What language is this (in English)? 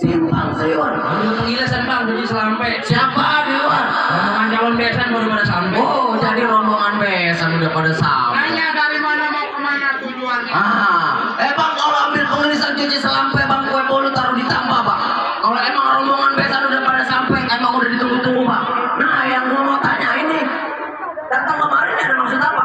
Betawi